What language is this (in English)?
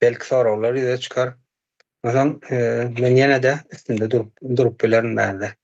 Turkmen